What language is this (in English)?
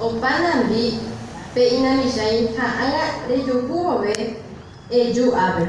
Guarani